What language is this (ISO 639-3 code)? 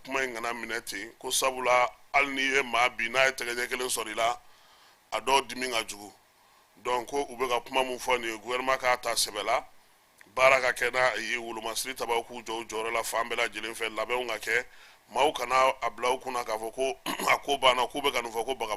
bam